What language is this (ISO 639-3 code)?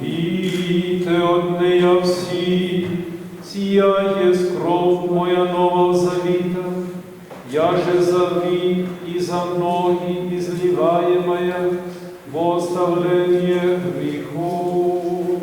rue